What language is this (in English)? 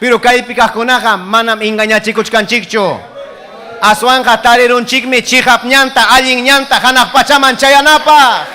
Ayacucho Quechua